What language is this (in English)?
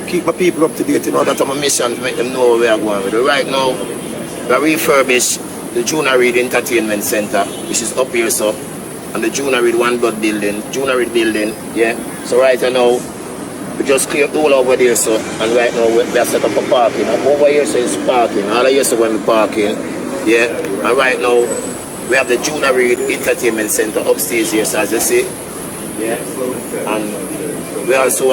Jamaican Creole English